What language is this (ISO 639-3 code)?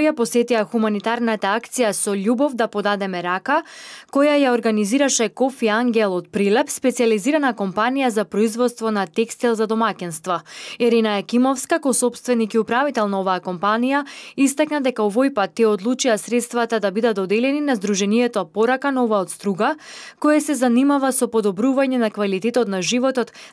mkd